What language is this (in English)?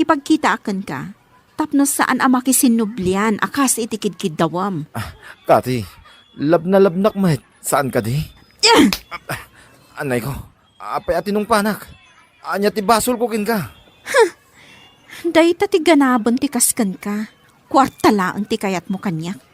Iloko